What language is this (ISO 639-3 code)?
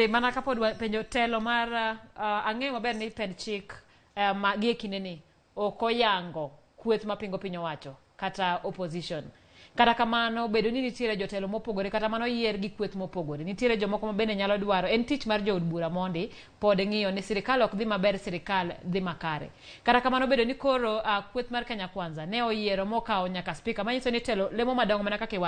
luo